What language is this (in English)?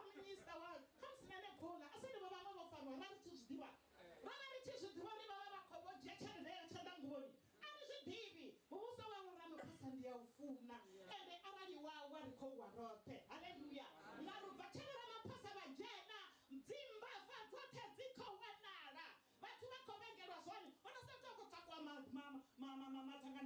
Venda